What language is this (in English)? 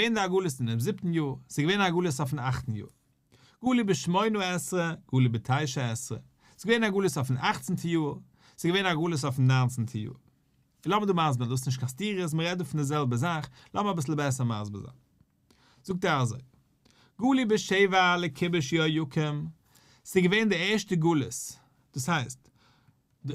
Yiddish